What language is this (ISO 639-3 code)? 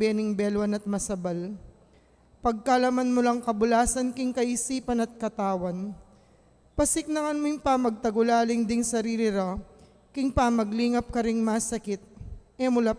pam